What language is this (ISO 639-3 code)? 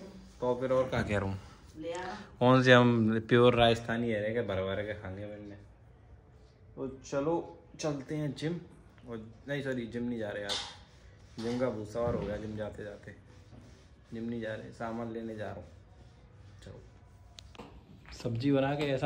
hin